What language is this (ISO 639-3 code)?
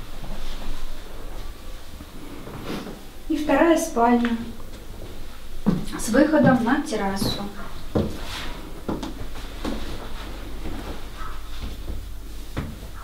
rus